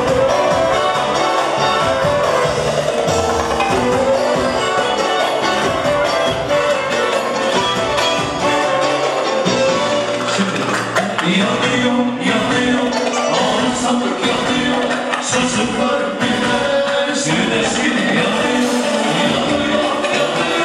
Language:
Turkish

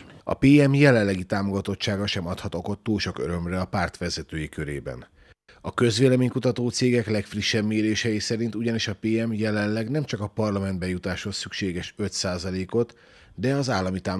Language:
Hungarian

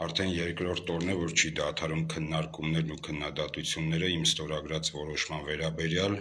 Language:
Armenian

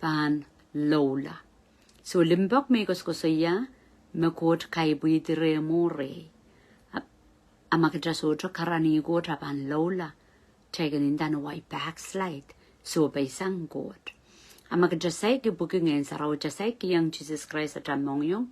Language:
Pohnpeian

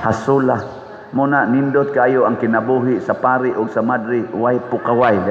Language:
Cebuano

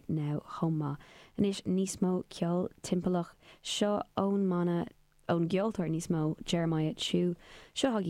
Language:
Irish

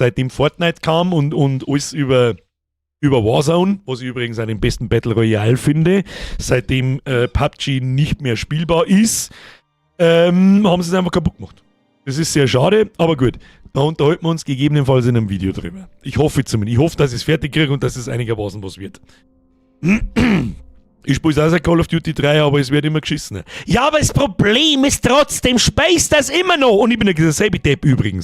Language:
Bavarian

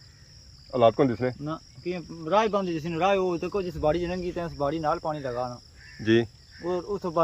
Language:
Pahari-Potwari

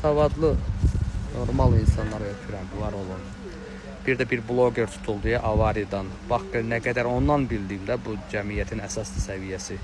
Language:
Azerbaijani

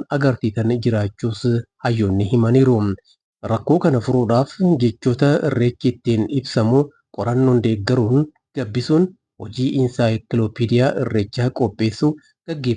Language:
Oromo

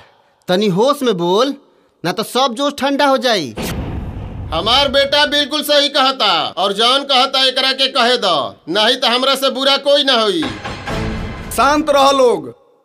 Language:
Bhojpuri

